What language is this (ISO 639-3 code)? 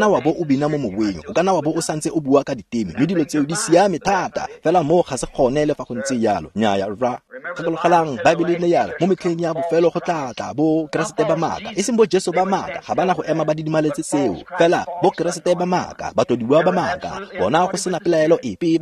tsn